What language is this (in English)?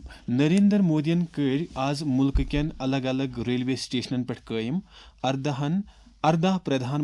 Kashmiri